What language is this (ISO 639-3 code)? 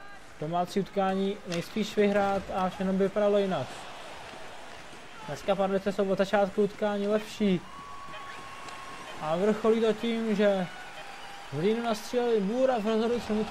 ces